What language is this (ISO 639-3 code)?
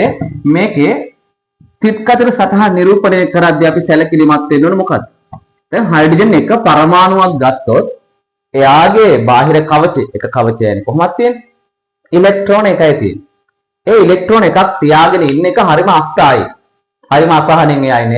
sin